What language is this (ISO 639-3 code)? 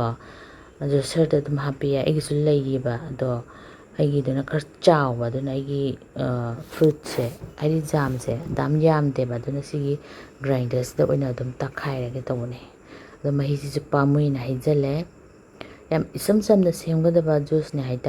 mni